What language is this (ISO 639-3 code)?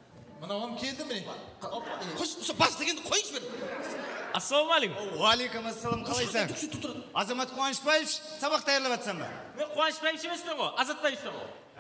kaa